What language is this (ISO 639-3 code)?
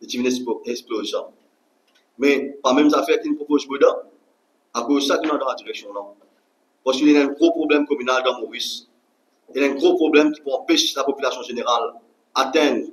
mfe